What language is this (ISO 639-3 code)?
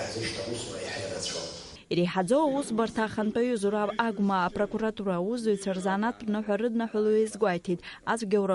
abk